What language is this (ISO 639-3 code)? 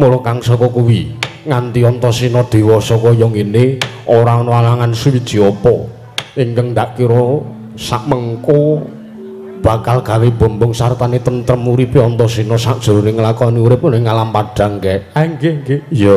jav